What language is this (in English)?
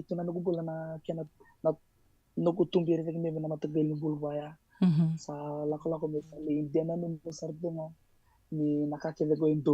Fijian